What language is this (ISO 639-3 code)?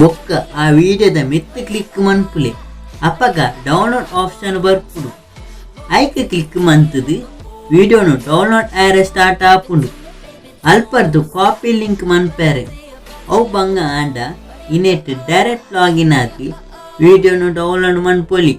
tcy